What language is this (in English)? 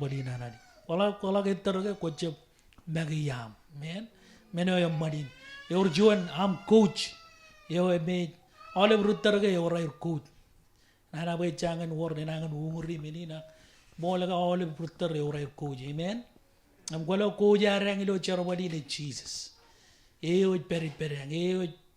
Marshallese